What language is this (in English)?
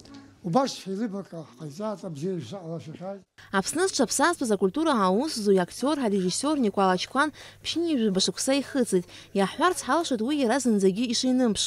Abkhazian